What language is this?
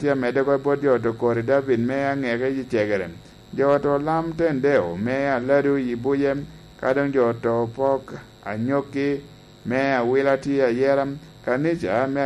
Lango (Uganda)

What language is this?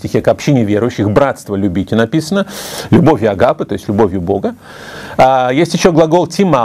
Russian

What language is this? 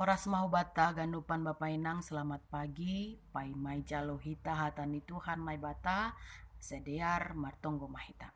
Batak Simalungun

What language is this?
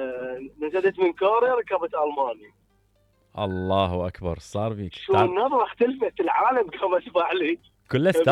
Mesopotamian Arabic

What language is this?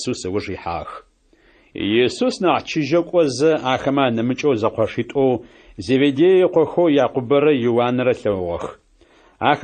Adyghe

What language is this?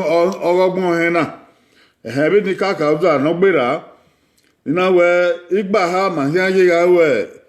Bini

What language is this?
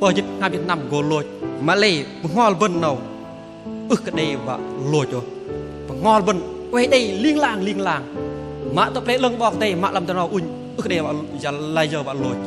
Bahnar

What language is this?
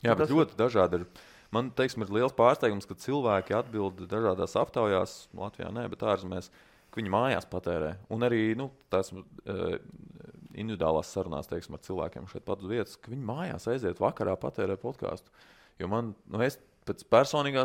Latvian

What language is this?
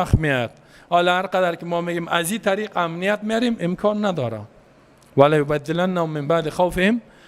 Persian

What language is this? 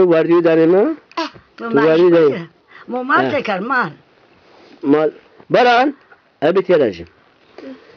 Zaza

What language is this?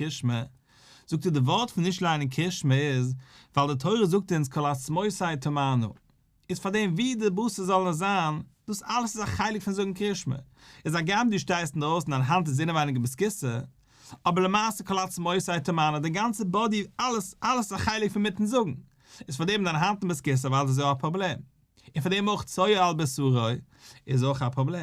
Yiddish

